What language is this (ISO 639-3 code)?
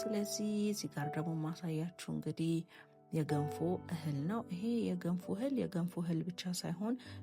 amh